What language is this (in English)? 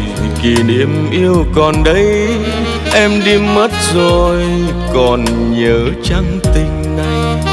Vietnamese